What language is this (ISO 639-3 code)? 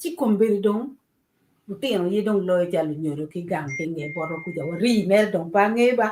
ach